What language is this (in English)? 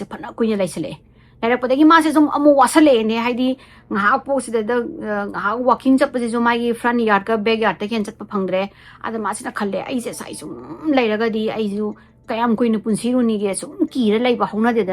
Manipuri